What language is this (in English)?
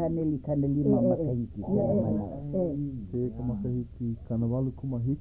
Hawaiian